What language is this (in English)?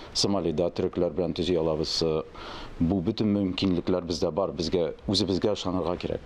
Tatar